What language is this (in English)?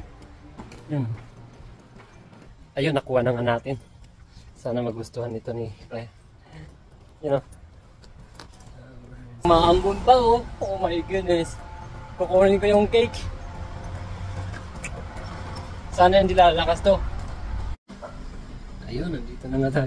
Filipino